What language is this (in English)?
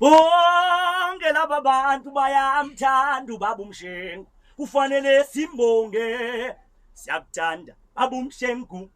Zulu